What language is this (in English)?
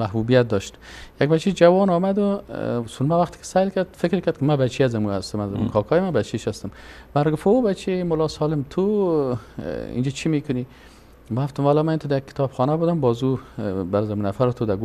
Persian